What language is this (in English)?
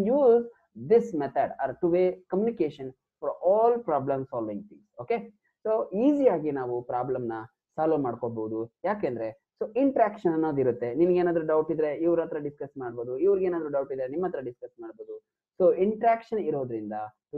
Kannada